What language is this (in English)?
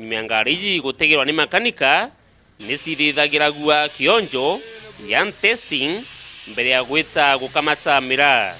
Meru